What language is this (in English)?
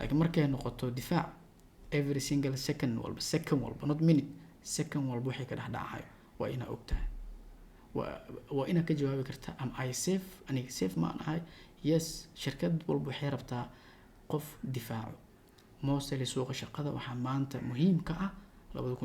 Somali